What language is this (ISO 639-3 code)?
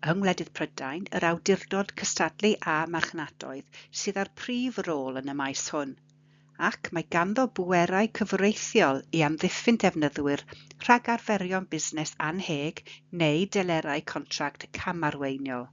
cym